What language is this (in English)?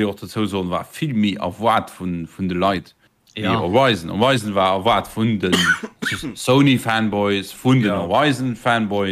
Luxembourgish